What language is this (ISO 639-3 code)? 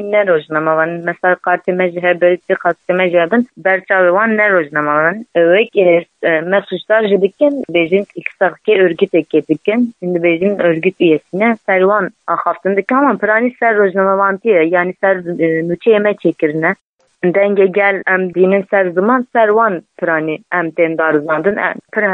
kur